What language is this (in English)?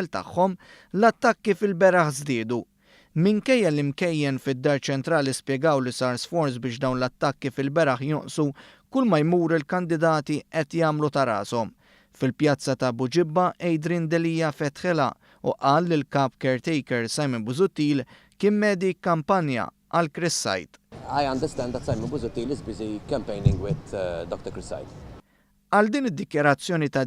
Maltese